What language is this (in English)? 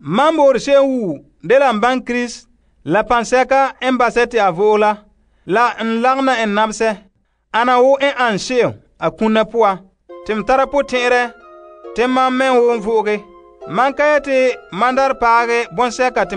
Frafra